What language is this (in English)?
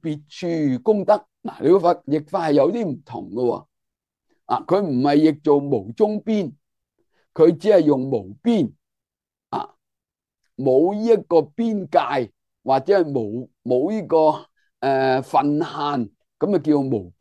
Cantonese